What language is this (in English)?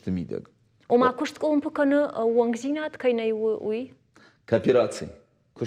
Ossetic